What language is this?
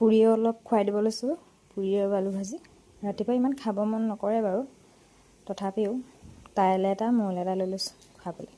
Assamese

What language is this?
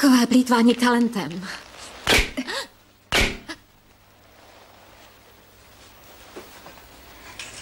Slovak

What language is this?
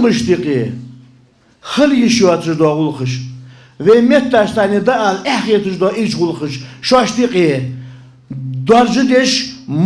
Ingush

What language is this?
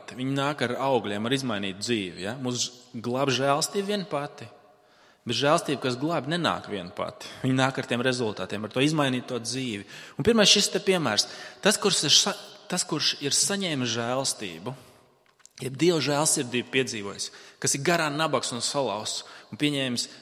Latvian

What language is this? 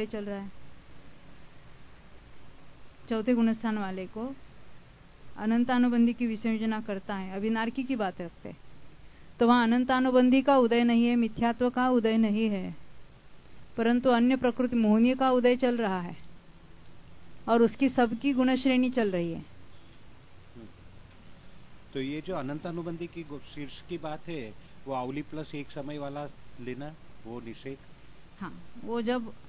Hindi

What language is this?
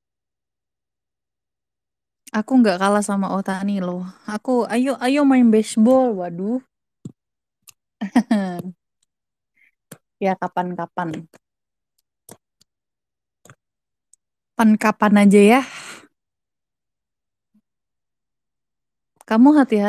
Indonesian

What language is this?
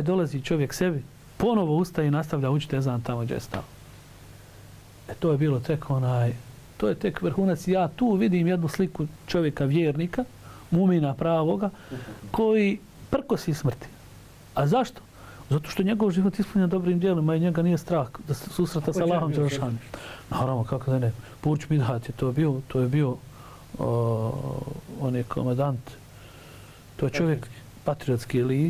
Bosnian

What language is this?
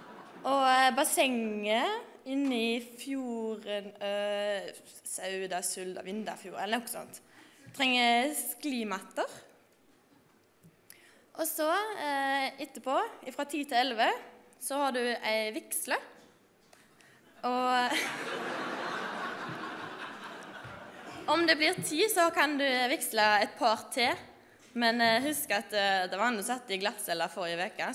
Norwegian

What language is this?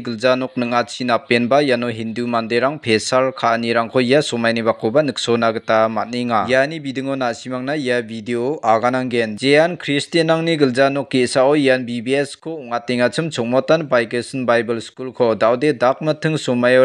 Garo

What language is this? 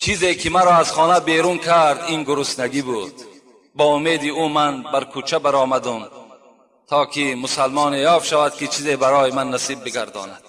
Tajik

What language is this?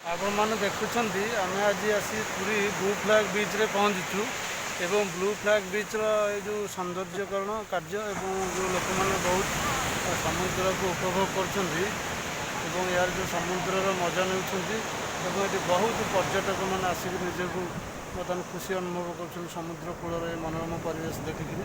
Odia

